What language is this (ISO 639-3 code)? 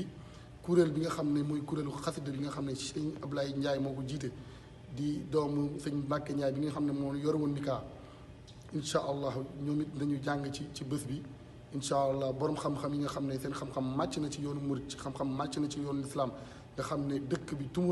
wol